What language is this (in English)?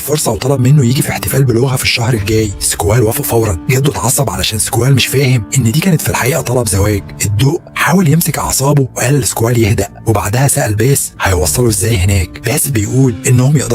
Egyptian Arabic